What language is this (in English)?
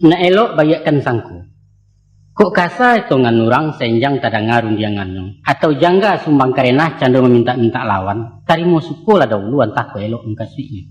Minangkabau